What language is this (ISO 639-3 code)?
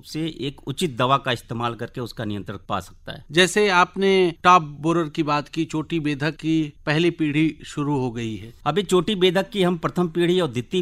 hin